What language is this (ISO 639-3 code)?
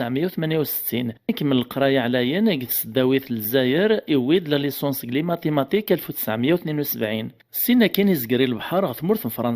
kab